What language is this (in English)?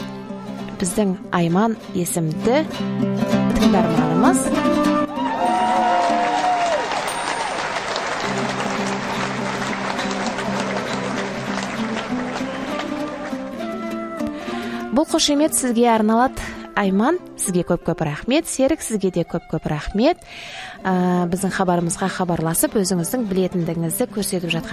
Kazakh